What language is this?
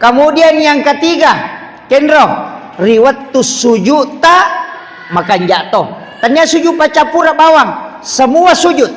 Buginese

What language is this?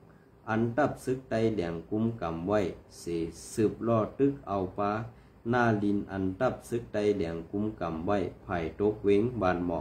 Shan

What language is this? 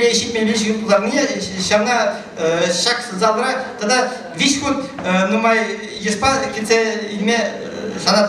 Chuvash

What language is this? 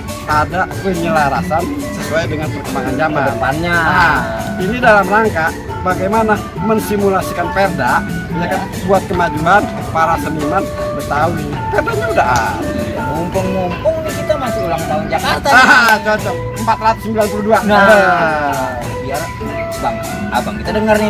Betawi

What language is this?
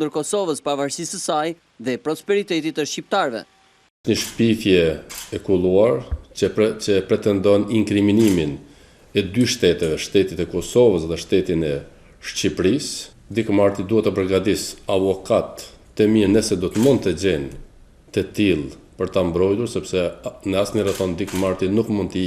Albanian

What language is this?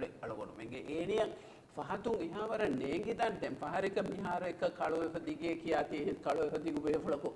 Divehi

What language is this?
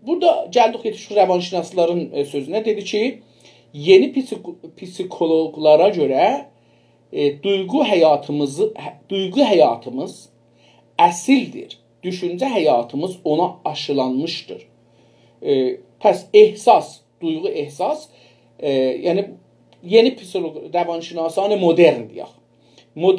South Azerbaijani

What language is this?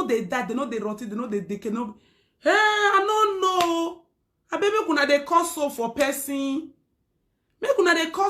Nigerian Pidgin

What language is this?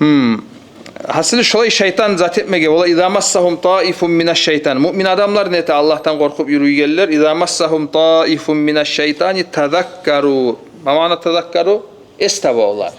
Kumyk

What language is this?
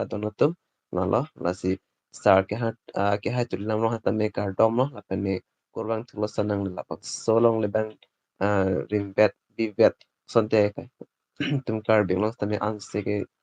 Karbi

